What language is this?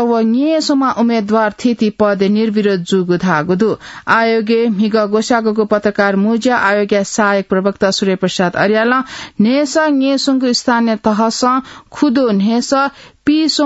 Newari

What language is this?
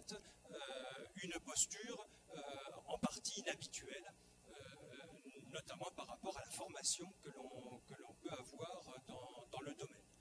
French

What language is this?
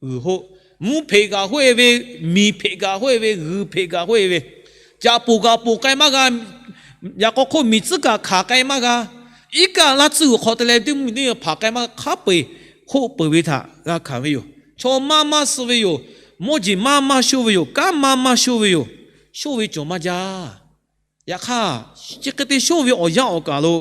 Lahu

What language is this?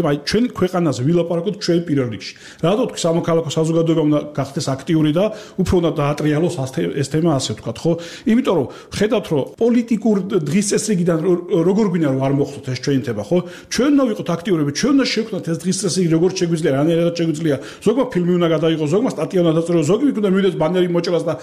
Georgian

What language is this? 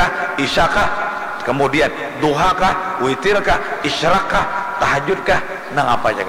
Banjar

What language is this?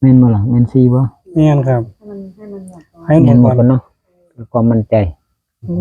Northeastern Thai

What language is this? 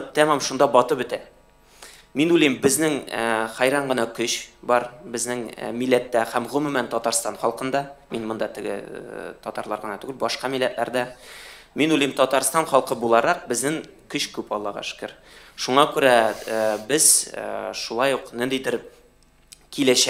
Tatar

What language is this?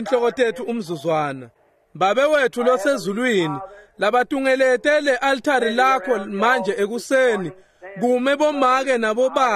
Swati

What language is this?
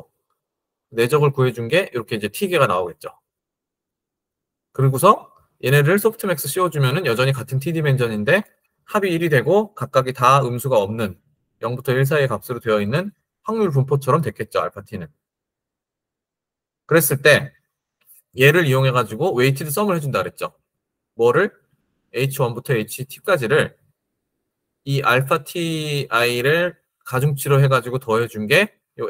Korean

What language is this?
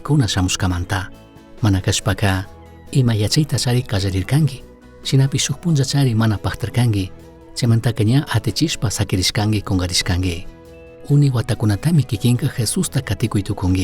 Chimborazo Highland Quichua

